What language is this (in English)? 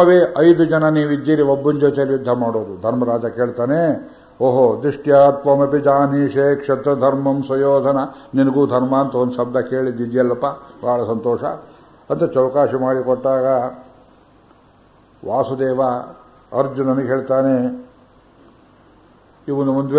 Kannada